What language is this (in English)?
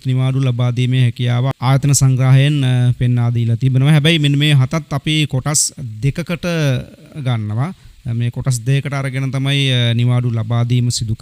Sinhala